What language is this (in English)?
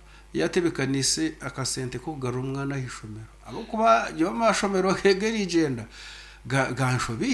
Nyankole